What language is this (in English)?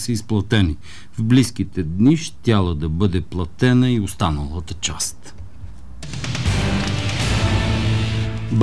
Bulgarian